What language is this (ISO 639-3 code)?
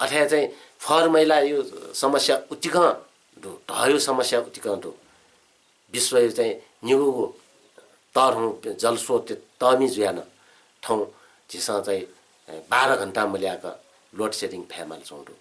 new